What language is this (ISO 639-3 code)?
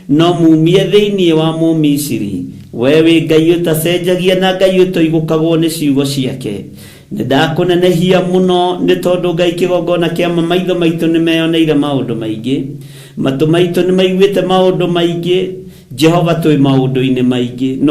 kik